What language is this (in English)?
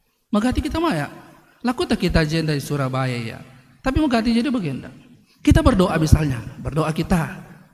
Batak Karo